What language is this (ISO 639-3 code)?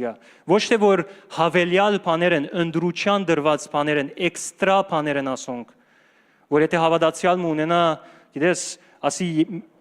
hyw